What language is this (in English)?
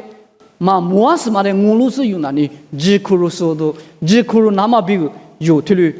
Lisu